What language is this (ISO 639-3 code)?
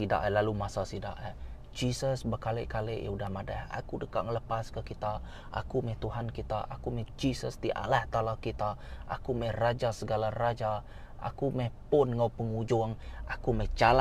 iba